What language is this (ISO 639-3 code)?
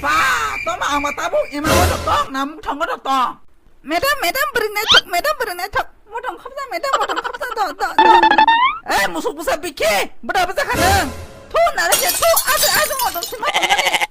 trp